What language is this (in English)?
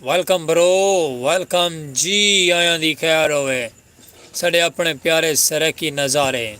Saraiki